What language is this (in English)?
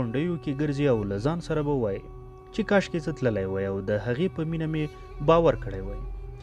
Pashto